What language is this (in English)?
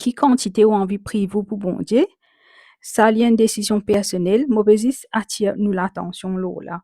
Morisyen